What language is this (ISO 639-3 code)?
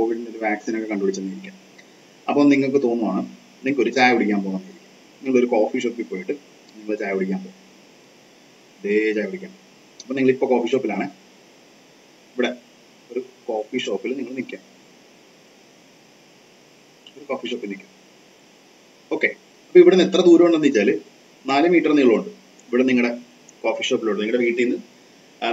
mal